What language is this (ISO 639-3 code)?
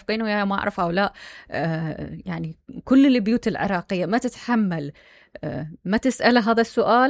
acm